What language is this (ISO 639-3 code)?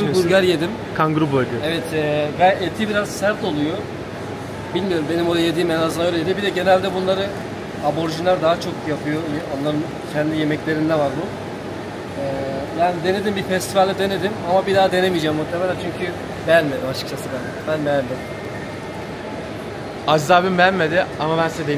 tur